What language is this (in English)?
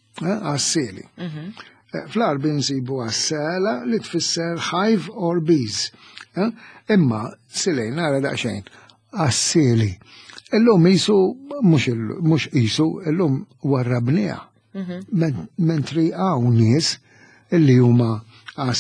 Maltese